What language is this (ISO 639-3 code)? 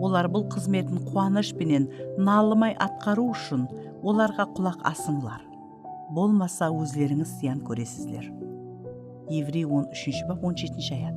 kaa